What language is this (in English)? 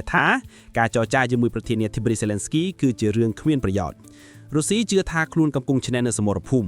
Khmer